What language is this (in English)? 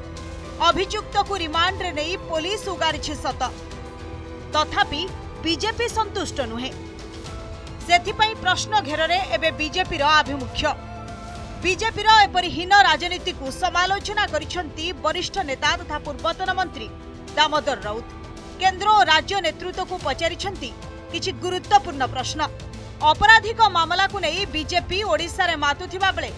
Odia